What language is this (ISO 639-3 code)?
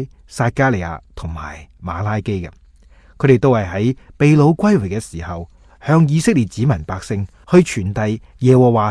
yue